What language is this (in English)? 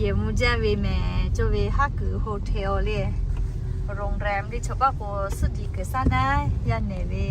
Lahu